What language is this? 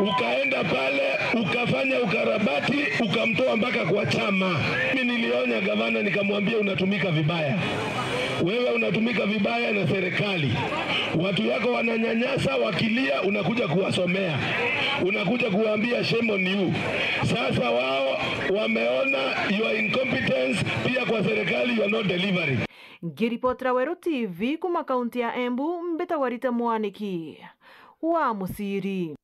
Meru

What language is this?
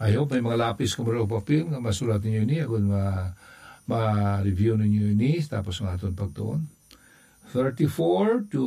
Hiligaynon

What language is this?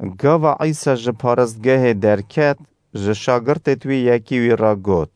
Kurdish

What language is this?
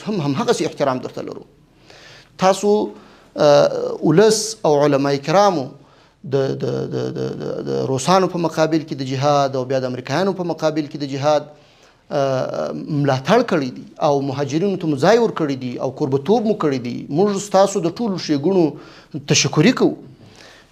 Pashto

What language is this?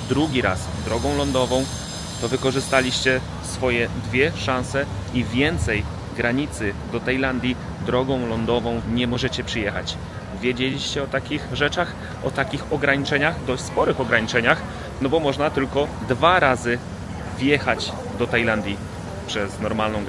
Polish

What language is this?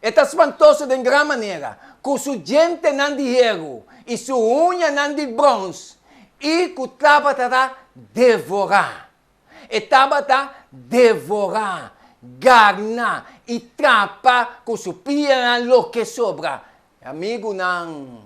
Papiamento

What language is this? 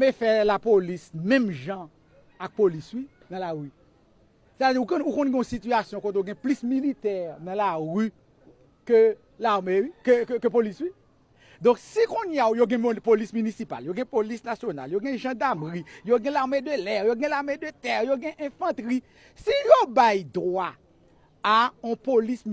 Haitian Creole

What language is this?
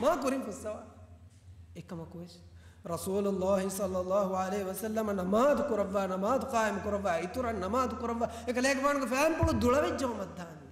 Divehi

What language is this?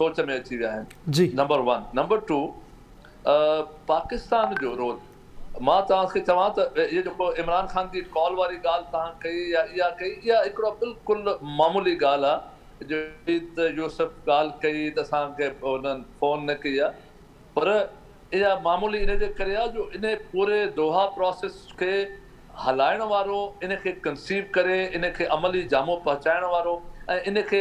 Sindhi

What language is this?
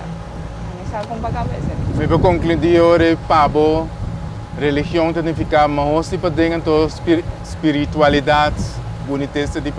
Papiamento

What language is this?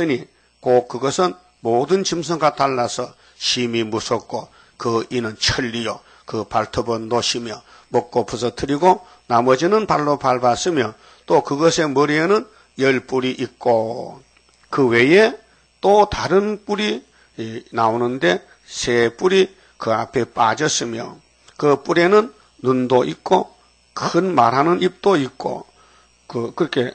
Korean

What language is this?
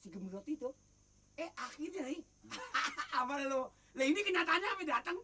Betawi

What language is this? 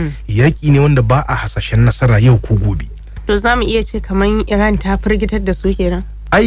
Hausa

